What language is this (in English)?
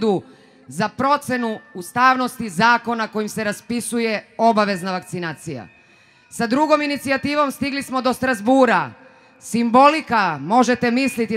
Serbian